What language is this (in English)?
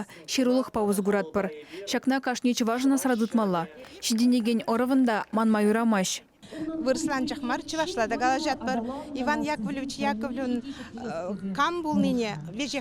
Chuvash